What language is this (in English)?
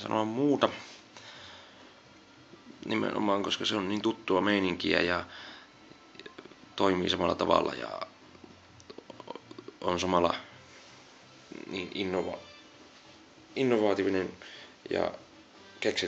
Finnish